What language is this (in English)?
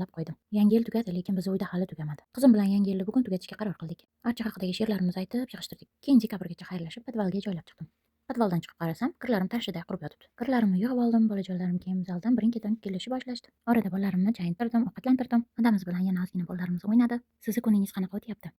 Uzbek